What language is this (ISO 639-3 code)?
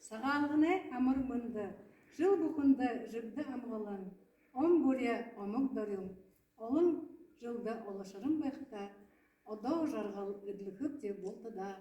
bua